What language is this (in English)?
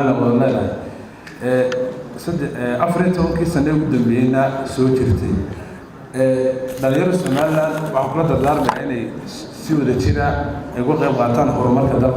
Somali